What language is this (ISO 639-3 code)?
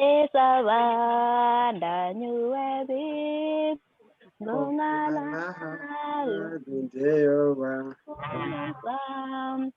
kln